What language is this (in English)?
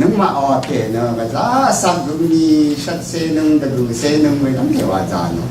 Rawang